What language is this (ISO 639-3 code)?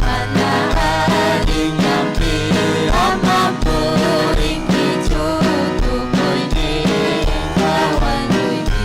quy